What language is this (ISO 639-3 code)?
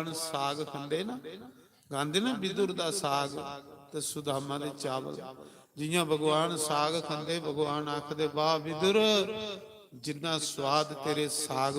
doi